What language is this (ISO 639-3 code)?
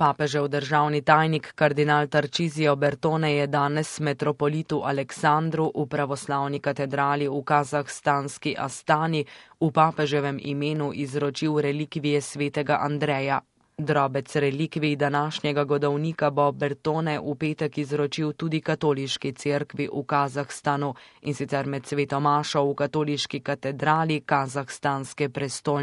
slv